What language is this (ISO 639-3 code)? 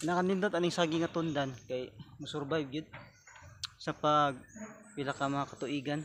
ceb